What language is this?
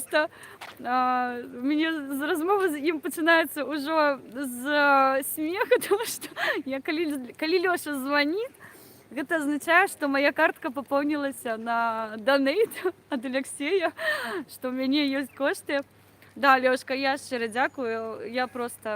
Belarusian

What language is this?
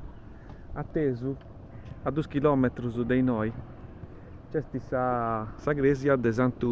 Sardinian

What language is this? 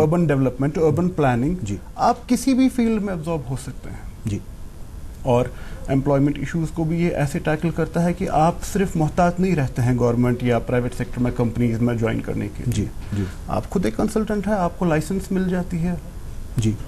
Urdu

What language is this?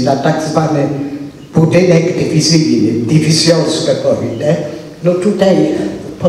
Polish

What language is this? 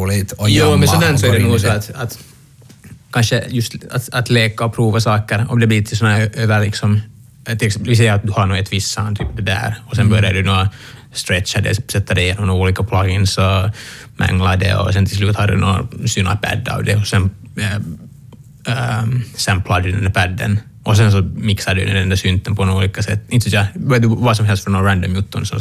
Swedish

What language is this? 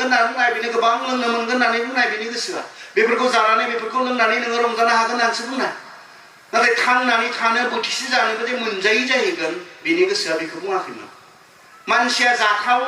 Bodo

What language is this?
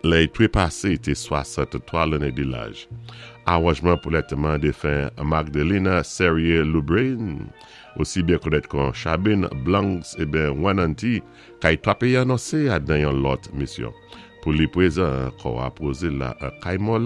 Saint Lucian Creole French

